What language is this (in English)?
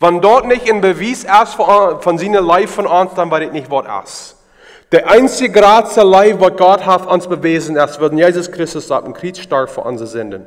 Plautdietsch